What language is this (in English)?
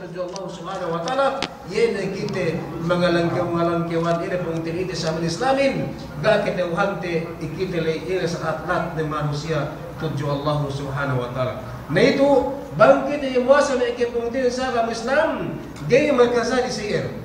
Yakan